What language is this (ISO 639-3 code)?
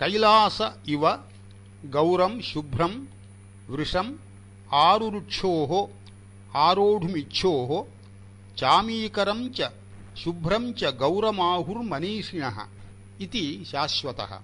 san